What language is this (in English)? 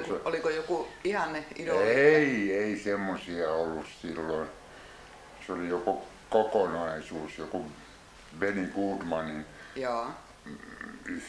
Finnish